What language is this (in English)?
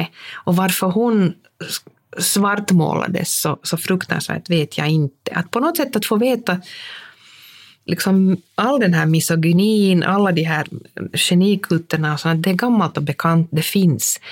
Swedish